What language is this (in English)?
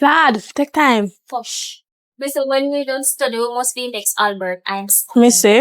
Jamaican Creole English